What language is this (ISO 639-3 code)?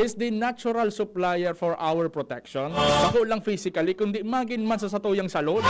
bik